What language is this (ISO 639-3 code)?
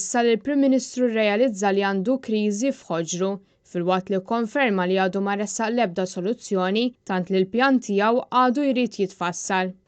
mlt